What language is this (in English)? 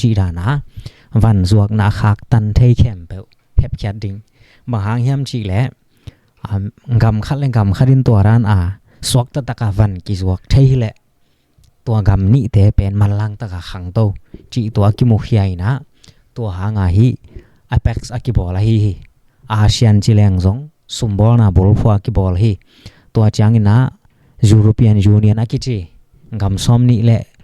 Tedim Chin